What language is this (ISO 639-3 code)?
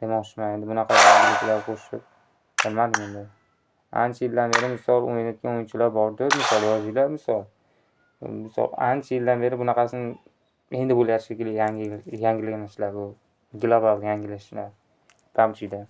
uzb